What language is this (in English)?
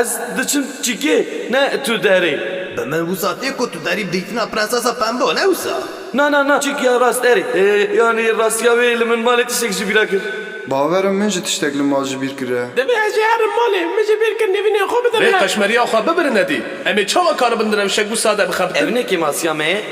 Kurdish